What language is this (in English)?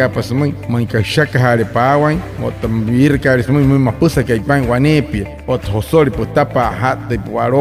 Wayuu